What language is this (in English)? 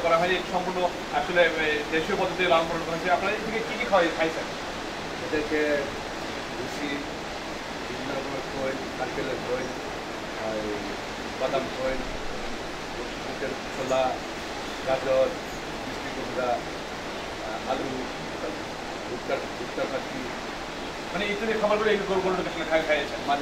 Bangla